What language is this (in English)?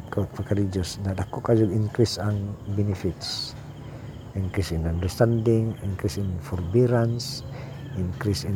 Cebuano